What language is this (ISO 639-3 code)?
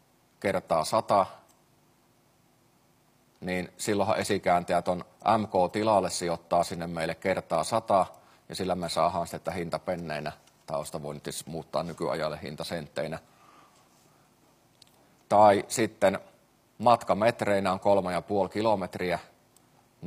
fin